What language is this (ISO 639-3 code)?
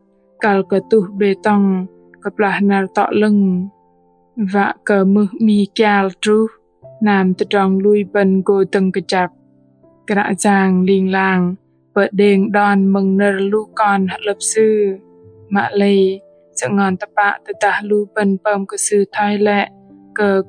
bdq